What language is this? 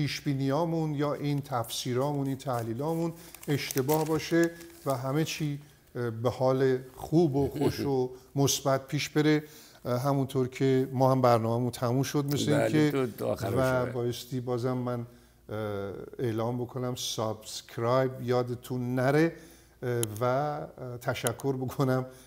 Persian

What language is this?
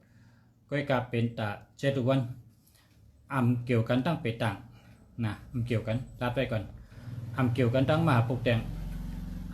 Shan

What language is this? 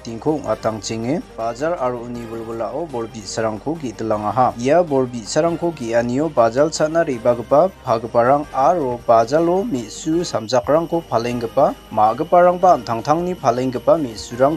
Garo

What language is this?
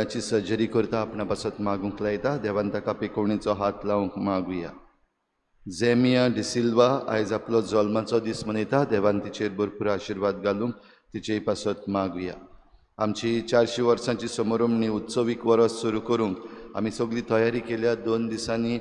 Konkani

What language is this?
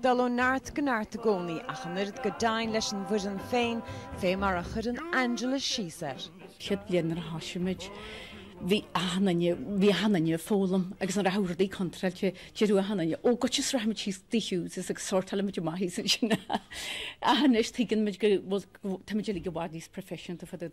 Irish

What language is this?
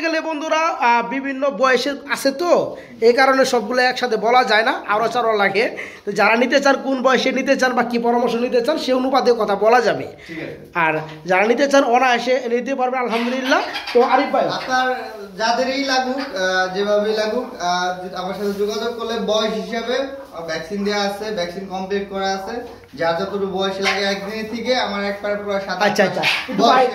Bangla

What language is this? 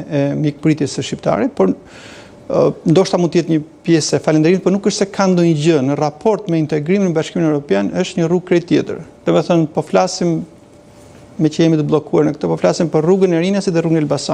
Albanian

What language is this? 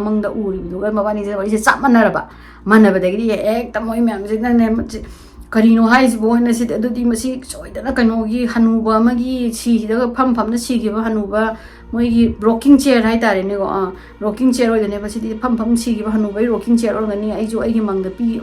Manipuri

